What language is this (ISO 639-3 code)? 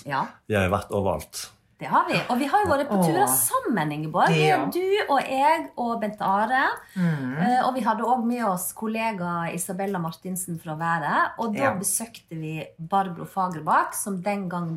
nor